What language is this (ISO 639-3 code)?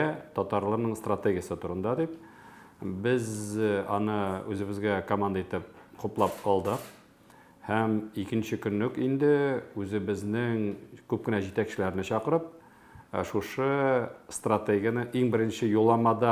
tat